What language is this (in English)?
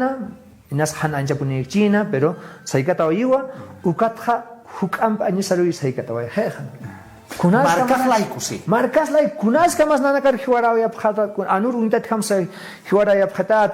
Aymara